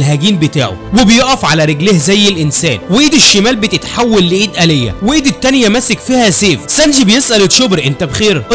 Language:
Egyptian Arabic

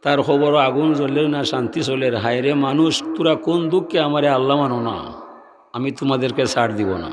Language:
Sylheti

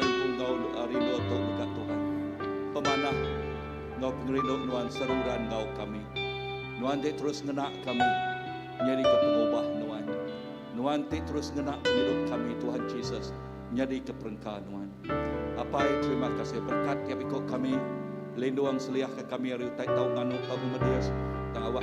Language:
Iban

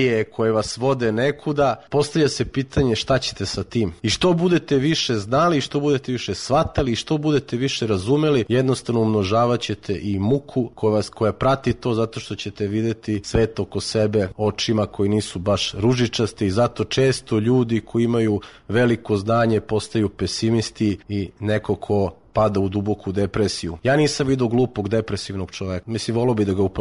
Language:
Serbian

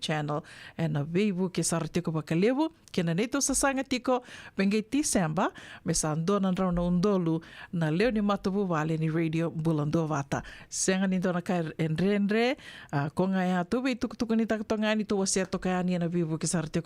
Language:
Fijian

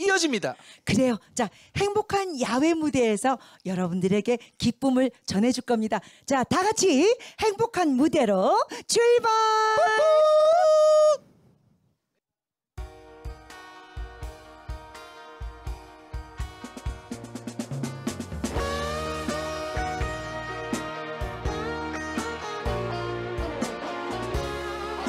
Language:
Korean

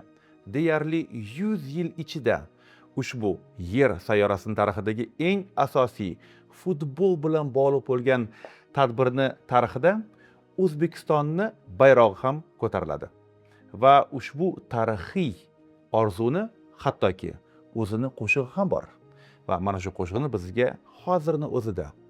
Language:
Uzbek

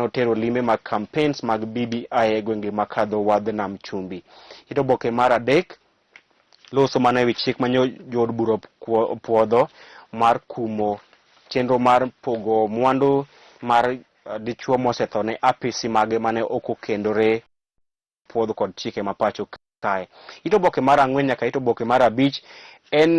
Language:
Luo (Kenya and Tanzania)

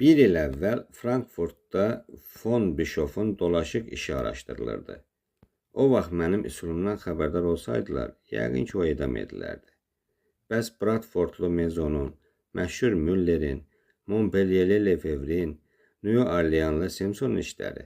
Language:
Azerbaijani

